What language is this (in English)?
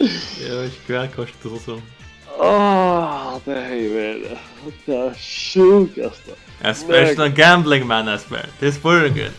Faroese